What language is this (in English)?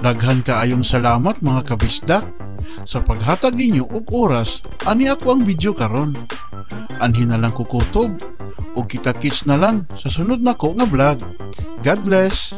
Cebuano